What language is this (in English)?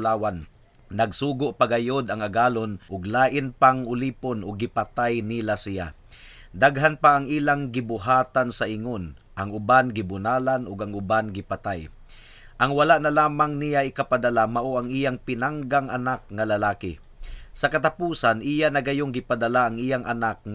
Cebuano